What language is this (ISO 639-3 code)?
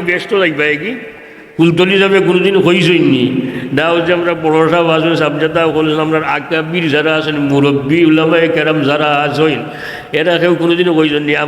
syl